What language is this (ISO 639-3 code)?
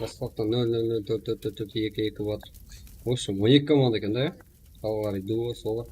kaa